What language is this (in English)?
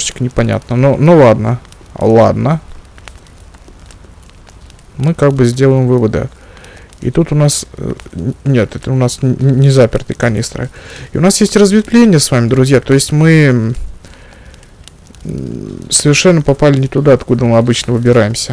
Russian